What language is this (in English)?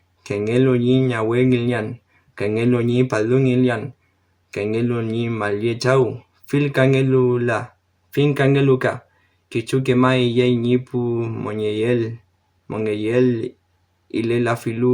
Mapuche